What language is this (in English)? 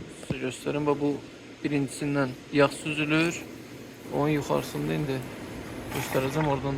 Azerbaijani